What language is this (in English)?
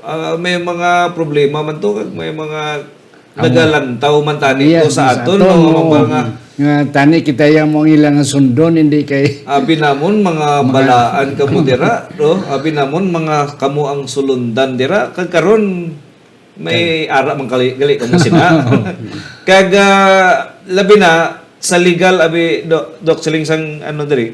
Hiligaynon